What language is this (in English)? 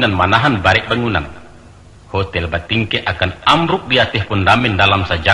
Minangkabau